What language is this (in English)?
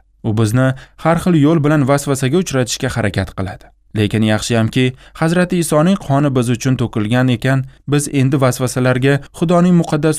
Uzbek